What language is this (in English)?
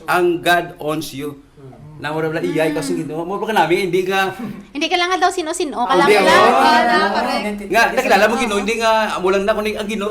Hiligaynon